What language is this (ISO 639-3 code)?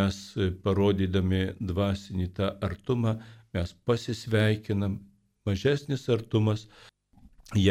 lit